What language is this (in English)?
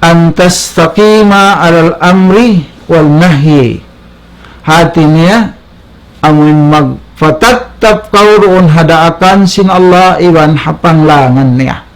Tausug